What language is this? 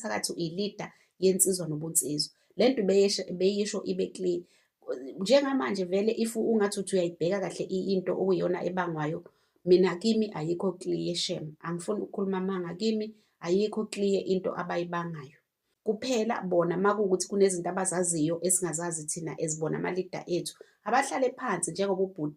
Zulu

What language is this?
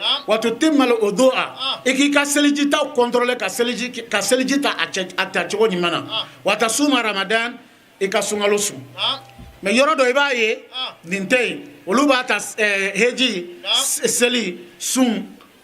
Bambara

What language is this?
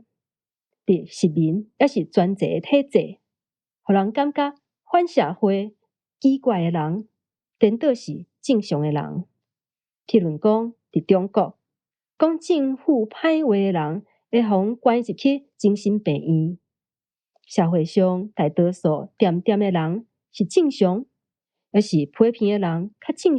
Min Nan Chinese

